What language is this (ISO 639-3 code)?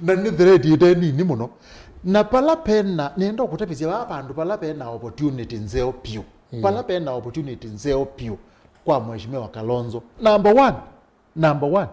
kam